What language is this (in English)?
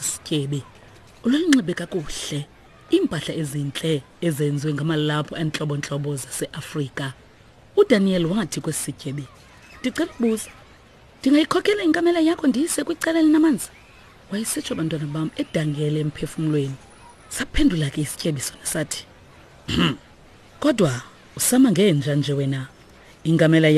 Xhosa